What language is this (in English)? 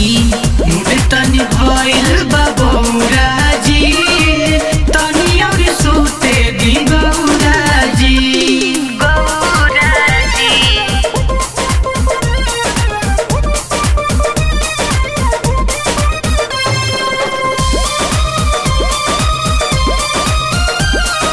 Bhojpuri